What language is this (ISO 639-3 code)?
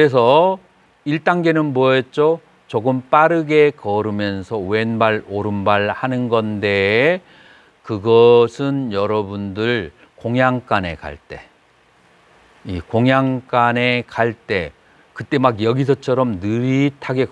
kor